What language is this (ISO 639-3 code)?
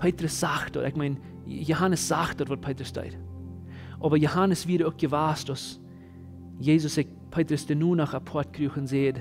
pdt